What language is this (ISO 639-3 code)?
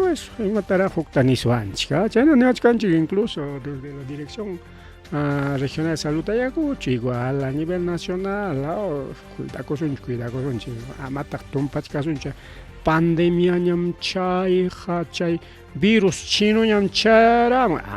quy